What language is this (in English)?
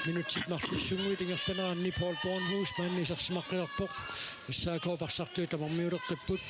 Kalaallisut